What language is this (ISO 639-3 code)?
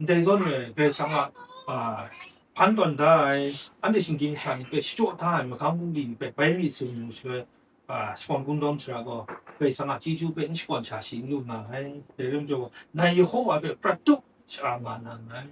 kac